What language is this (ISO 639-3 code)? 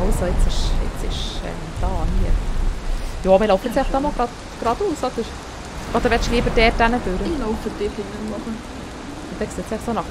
gsw